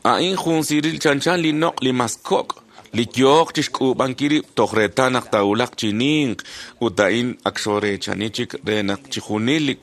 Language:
Kekchí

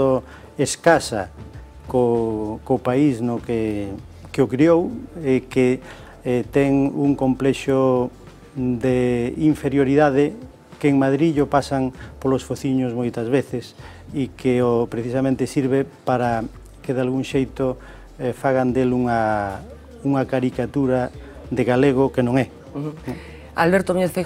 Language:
Galician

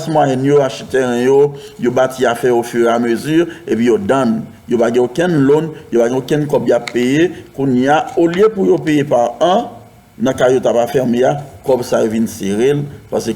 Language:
Haitian Creole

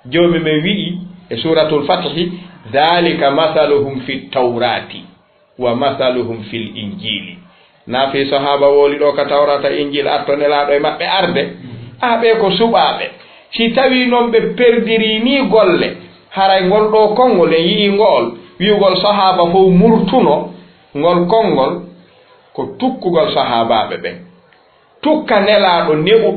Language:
Fula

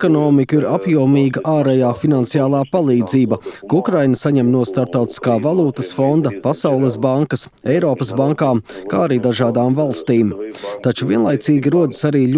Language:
Latvian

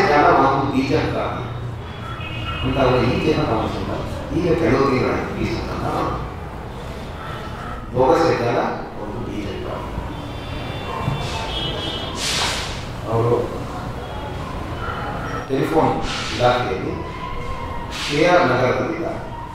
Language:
Kannada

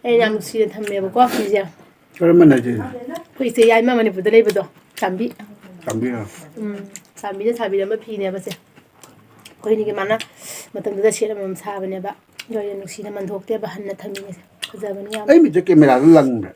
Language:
Manipuri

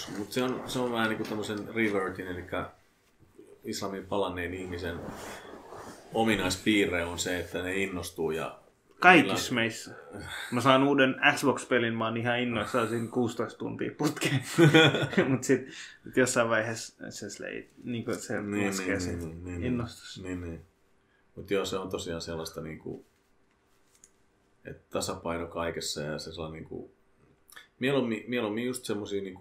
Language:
Finnish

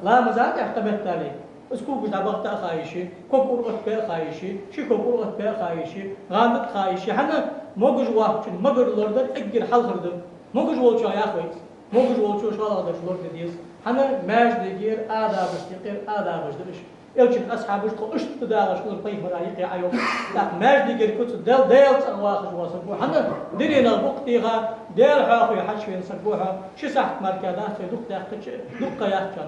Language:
Ingush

